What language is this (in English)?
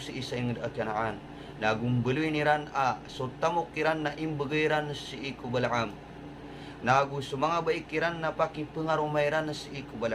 Maranao